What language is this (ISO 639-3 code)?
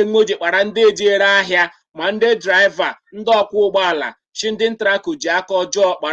ibo